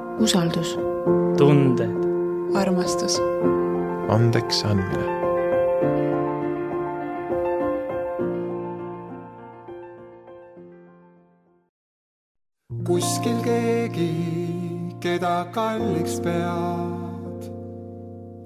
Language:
Estonian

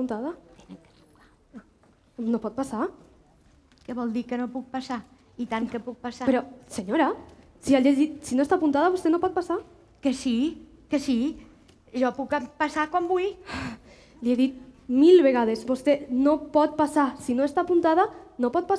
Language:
Catalan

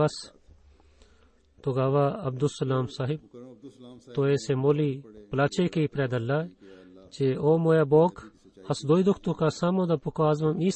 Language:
Bulgarian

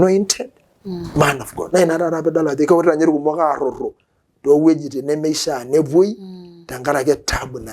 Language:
Masai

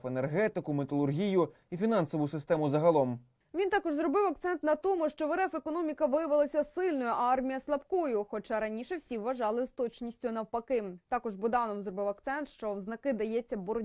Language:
Ukrainian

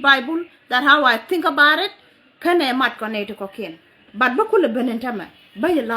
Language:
Nuer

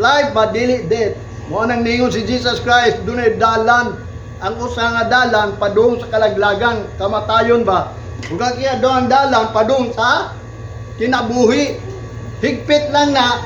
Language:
Cebuano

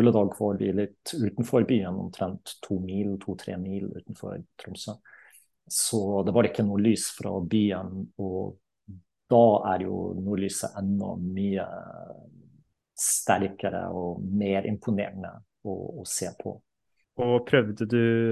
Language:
Norwegian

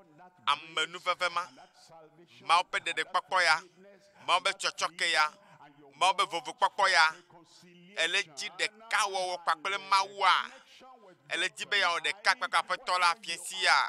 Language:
Ewe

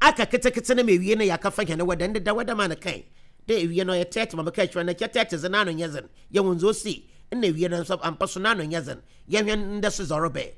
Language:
Akan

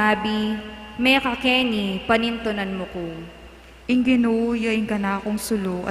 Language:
Pampanga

